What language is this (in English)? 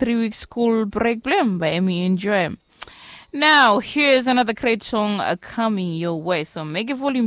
Bislama